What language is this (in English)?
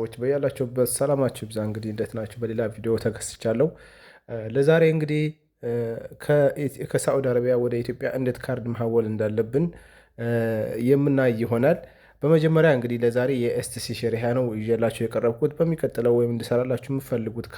Amharic